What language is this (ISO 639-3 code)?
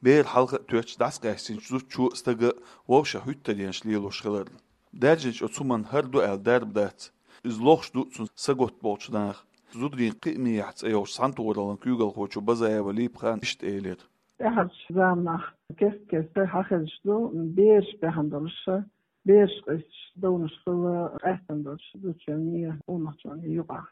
che